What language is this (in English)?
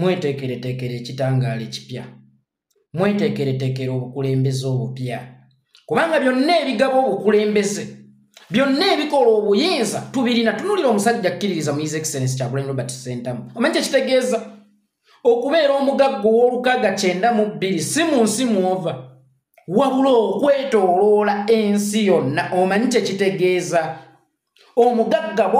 Ganda